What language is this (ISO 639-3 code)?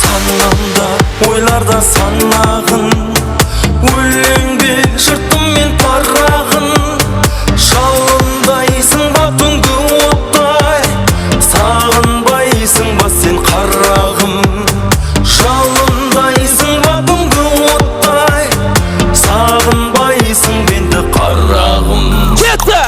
kaa